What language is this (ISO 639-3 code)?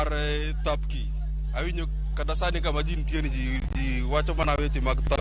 luo